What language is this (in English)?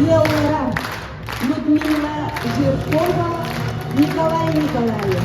Yakut